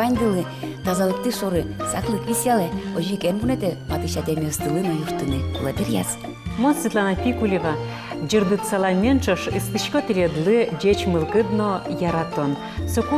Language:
Udmurt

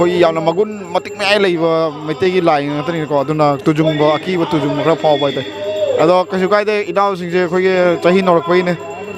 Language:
Manipuri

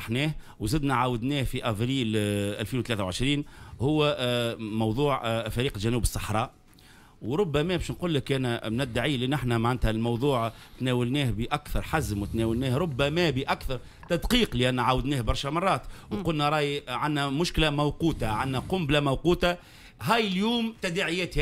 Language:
Tunisian Arabic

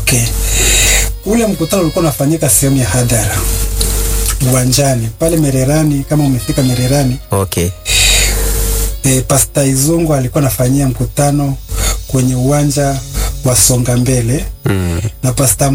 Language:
Swahili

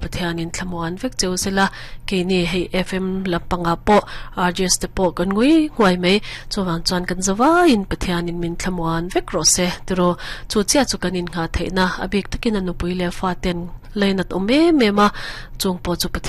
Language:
Mizo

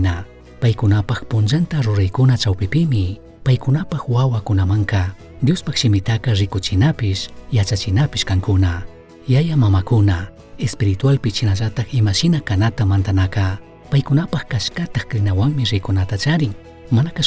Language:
Chimborazo Highland Quichua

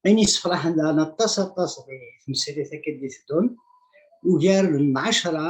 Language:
Kabyle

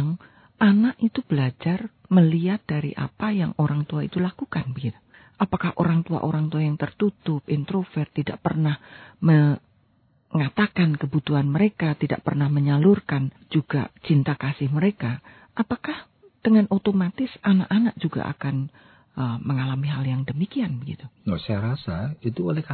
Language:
Indonesian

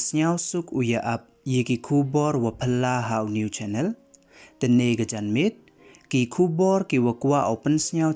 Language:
Pnar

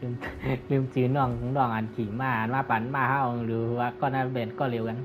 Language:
Shan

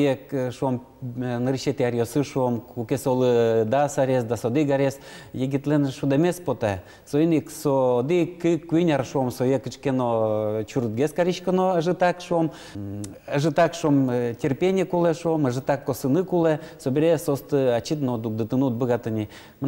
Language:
Udmurt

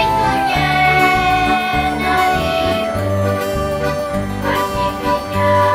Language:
Greek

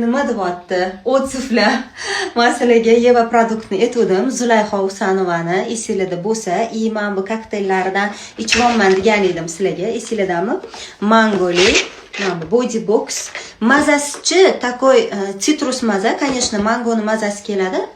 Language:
Uzbek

